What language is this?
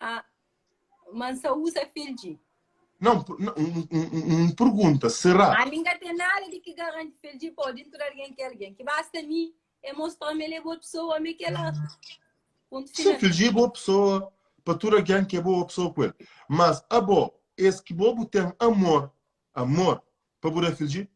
Kabuverdianu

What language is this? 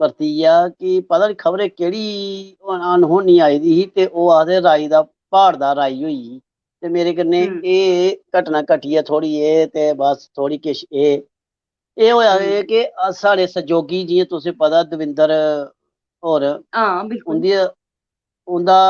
Dogri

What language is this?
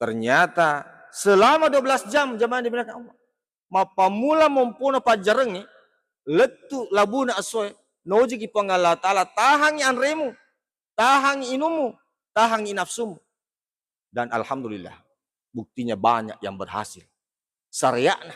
Buginese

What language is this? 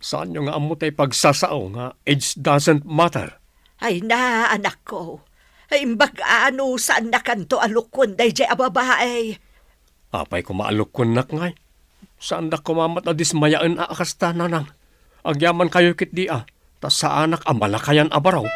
Iloko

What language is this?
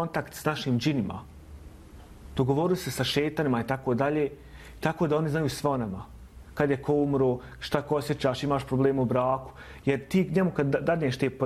Bosnian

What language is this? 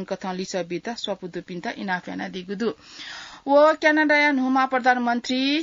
Newari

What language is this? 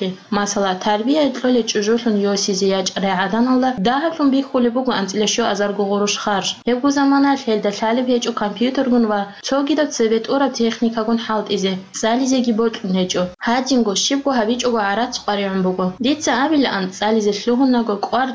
Avaric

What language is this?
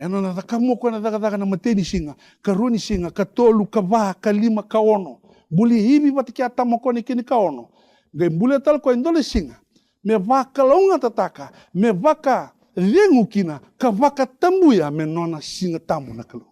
Fijian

